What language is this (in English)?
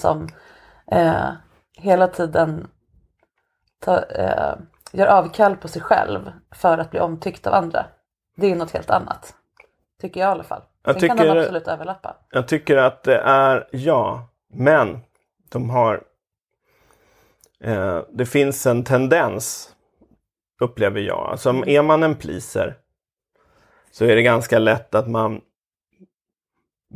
Swedish